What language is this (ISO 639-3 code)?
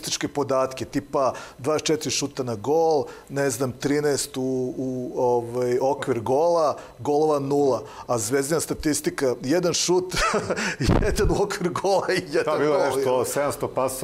srp